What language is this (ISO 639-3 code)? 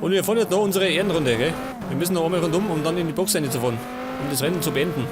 bar